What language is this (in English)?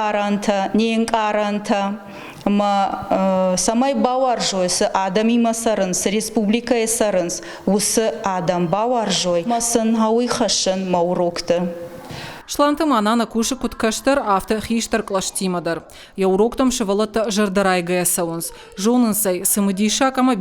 Ossetic